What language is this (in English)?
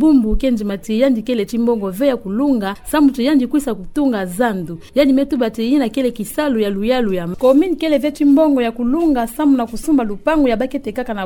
Kituba (Democratic Republic of Congo)